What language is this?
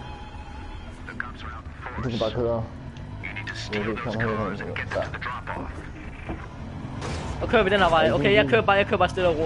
Danish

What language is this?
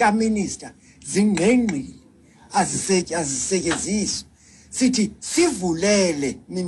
Xhosa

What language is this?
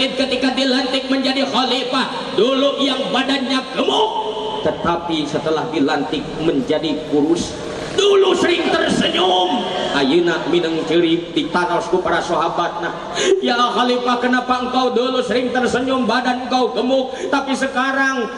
Sundanese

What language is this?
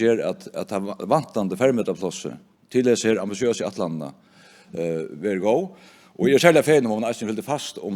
Faroese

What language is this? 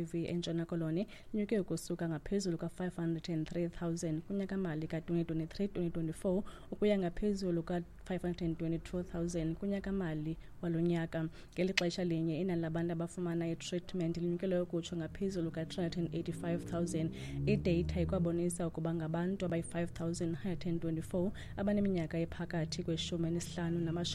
Xhosa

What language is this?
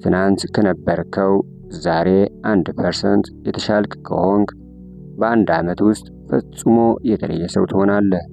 Amharic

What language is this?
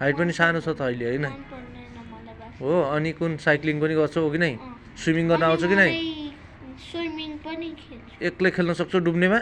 Nepali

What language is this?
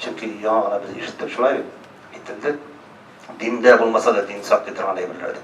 Tatar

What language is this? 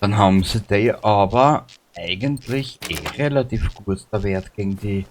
Bavarian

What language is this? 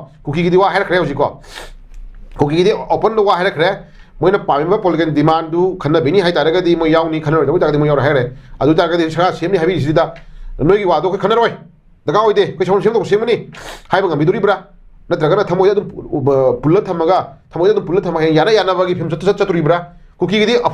Manipuri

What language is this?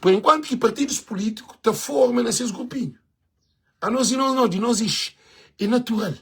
Kabuverdianu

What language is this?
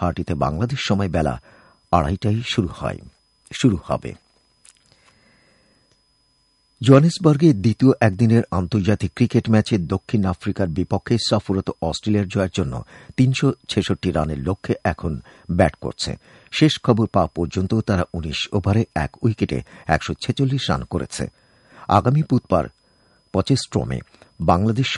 Bangla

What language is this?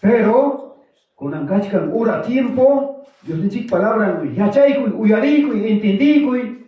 Ayacucho Quechua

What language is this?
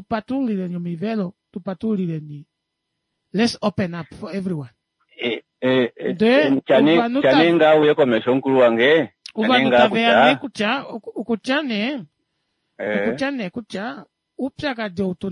Kuanyama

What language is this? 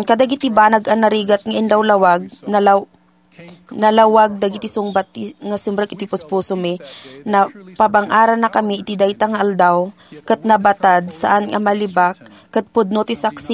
Iloko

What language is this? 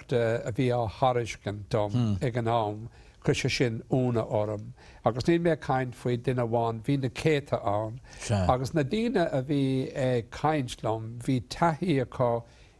Irish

